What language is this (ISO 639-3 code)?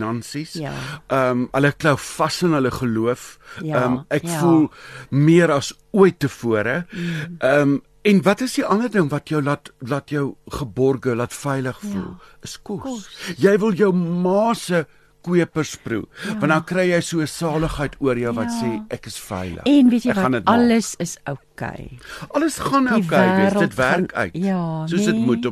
afr